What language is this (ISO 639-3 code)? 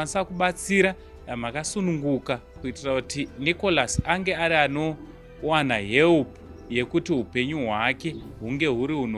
sna